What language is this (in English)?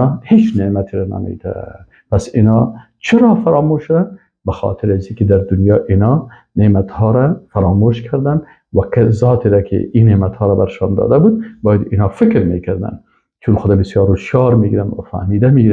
Persian